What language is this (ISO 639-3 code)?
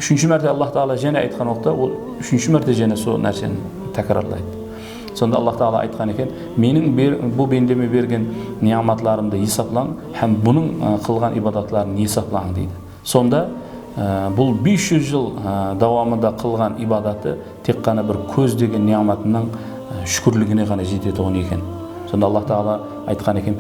kaa